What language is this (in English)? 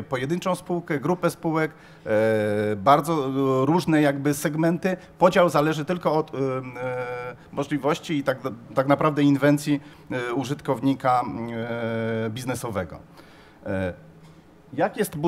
Polish